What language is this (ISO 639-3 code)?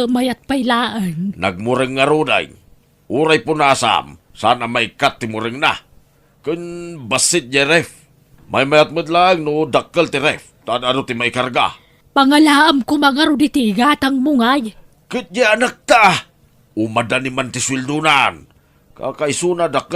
ilo